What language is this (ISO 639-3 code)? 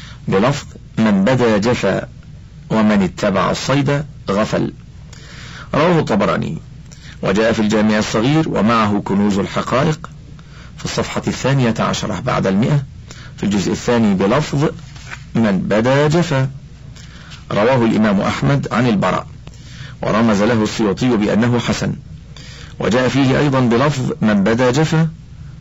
ara